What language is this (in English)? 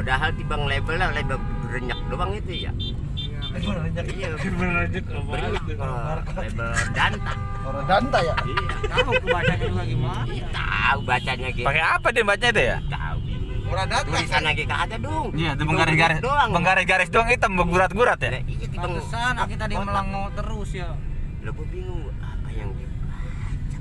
Betawi